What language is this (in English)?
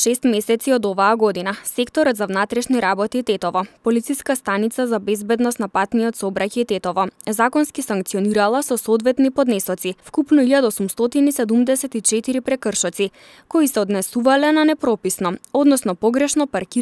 Macedonian